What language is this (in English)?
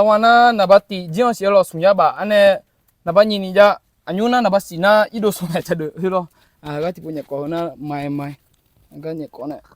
Akha